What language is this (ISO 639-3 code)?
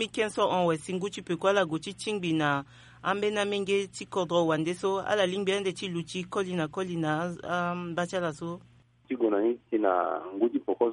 sag